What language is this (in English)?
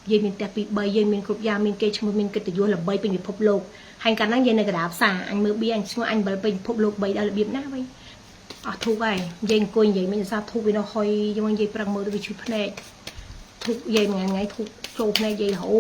Khmer